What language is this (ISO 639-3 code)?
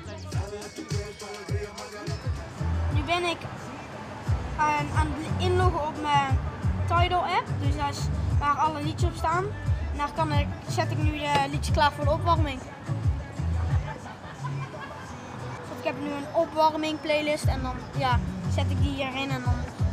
nld